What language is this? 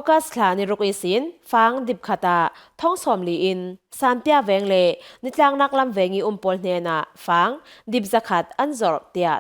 Falam Chin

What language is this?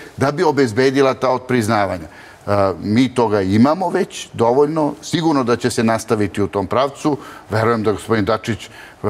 Serbian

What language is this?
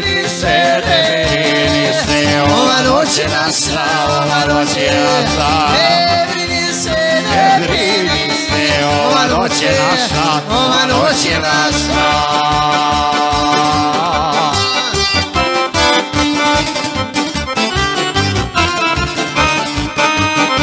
Croatian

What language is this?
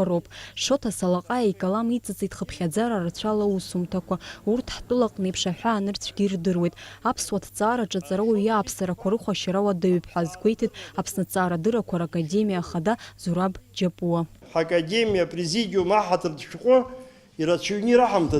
Abkhazian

